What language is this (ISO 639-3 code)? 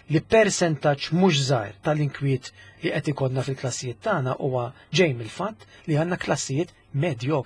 mlt